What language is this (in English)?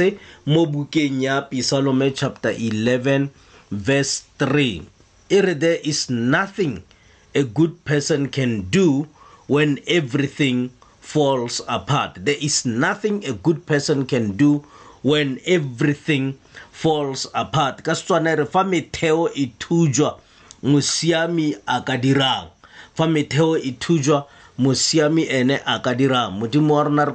Tswana